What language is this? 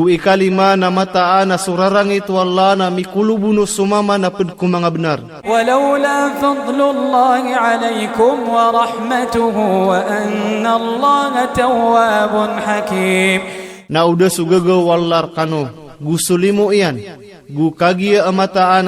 Maranao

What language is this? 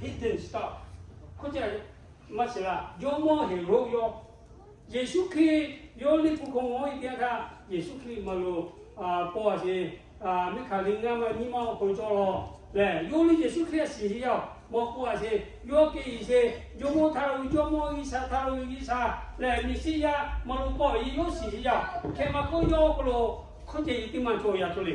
Lahu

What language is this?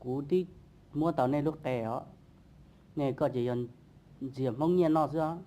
Hmong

